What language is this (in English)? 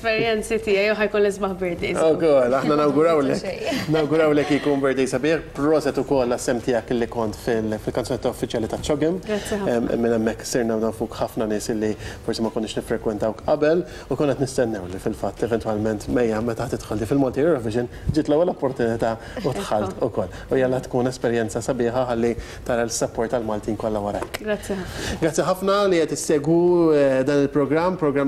Maltese